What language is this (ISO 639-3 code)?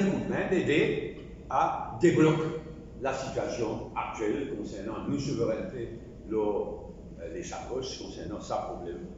mfe